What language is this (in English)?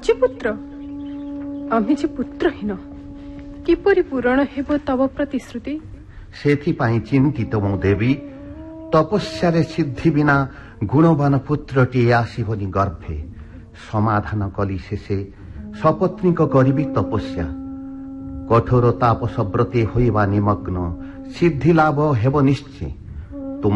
Odia